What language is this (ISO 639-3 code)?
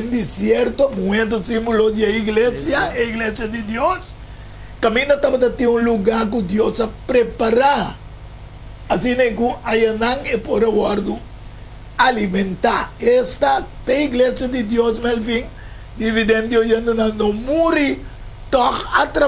pap